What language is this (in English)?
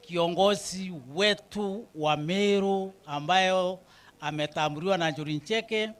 Meru